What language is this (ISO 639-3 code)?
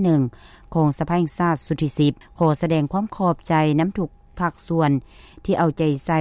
lao